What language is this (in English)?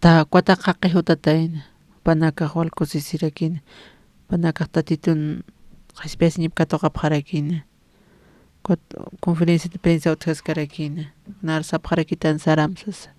Aymara